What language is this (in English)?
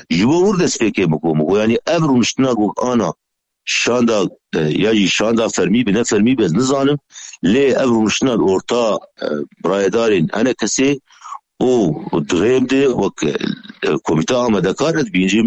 Kurdish